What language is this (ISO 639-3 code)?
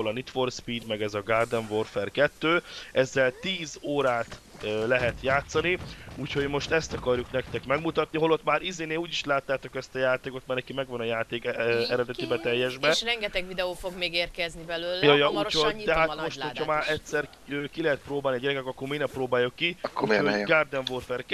hun